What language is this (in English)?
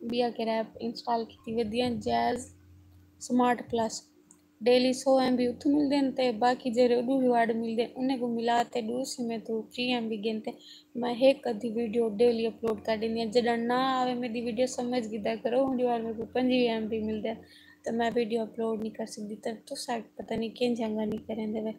Saraiki